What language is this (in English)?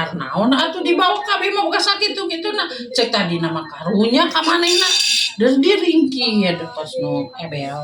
Sundanese